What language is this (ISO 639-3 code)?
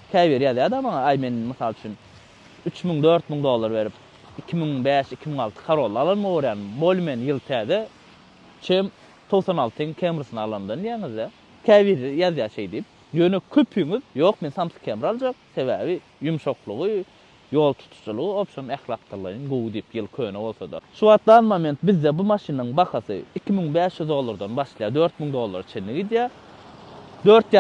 tuk